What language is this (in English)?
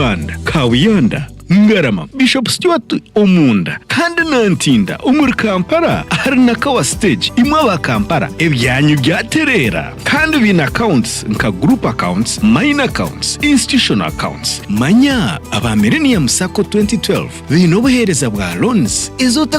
Nyankole